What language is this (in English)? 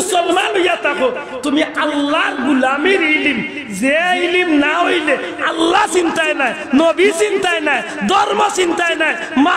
Sylheti